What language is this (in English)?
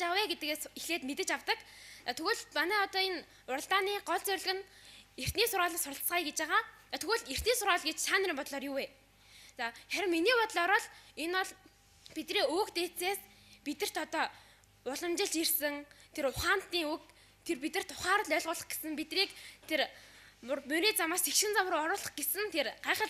Mongolian